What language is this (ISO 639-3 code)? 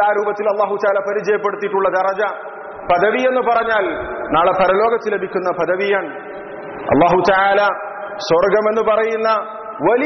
mal